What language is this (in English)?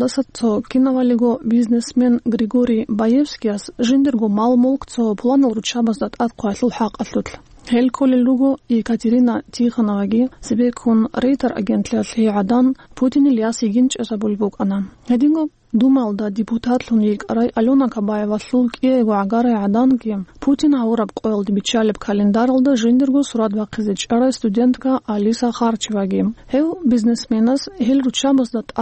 Avaric